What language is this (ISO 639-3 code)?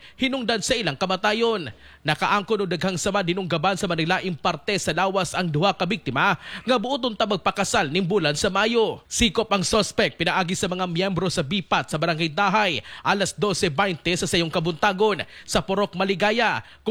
ceb